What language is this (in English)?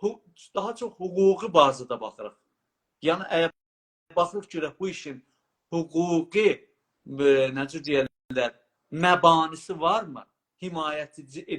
South Azerbaijani